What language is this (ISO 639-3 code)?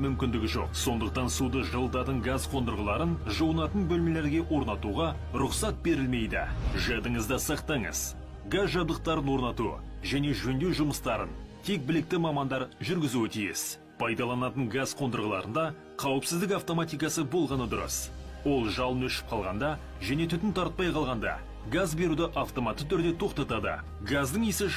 kaz